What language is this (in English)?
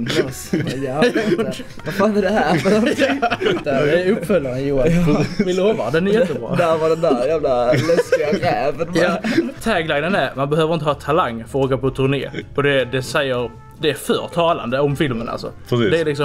Swedish